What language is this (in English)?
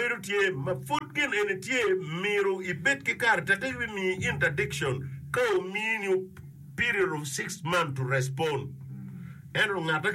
Acoli